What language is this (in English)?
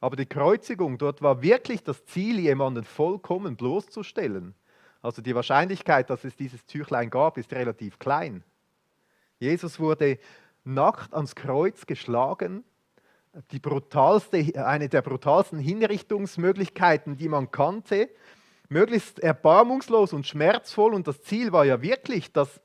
Swiss German